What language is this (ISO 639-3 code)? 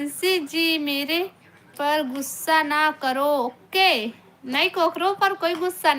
hne